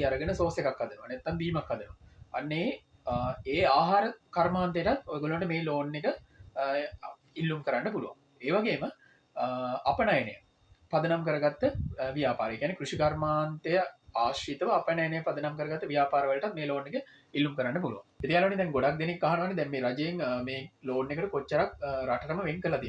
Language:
Sinhala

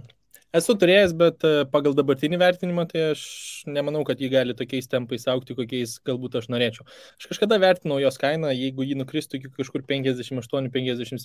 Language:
Lithuanian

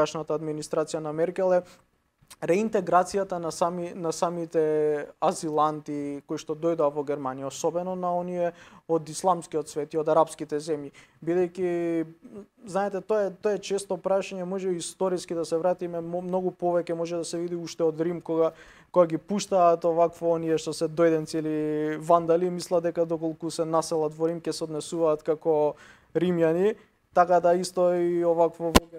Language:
Macedonian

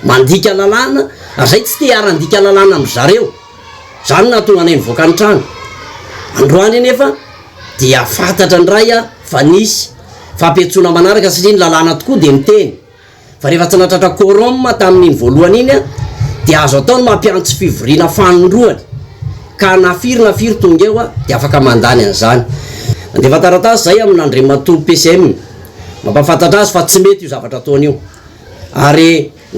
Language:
Malagasy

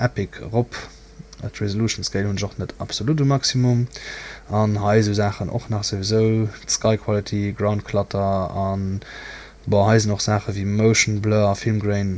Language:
Luxembourgish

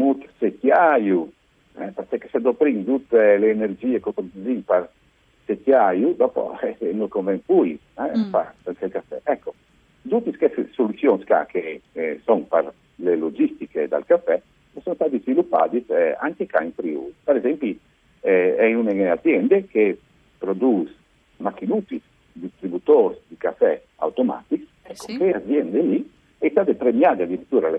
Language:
Friulian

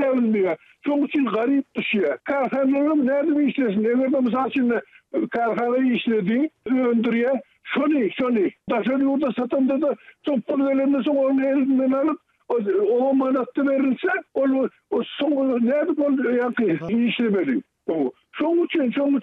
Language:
Turkmen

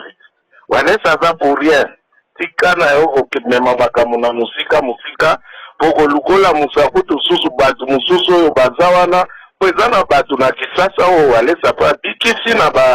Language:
Lingala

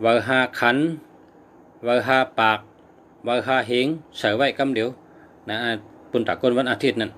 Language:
Shan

